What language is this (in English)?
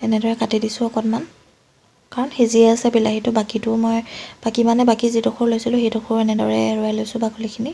Assamese